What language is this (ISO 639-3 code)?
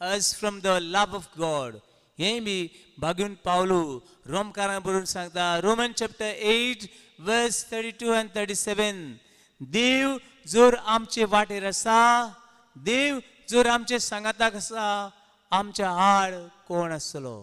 kok